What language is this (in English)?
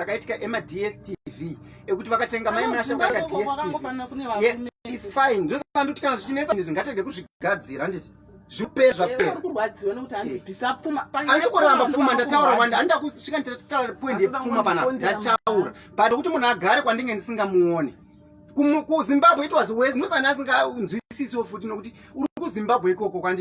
Shona